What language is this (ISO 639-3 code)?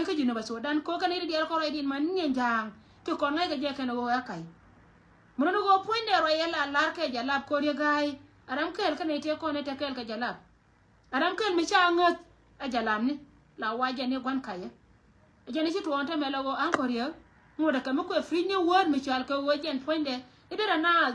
nus